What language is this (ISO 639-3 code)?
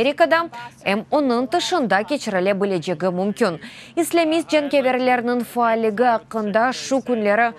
crh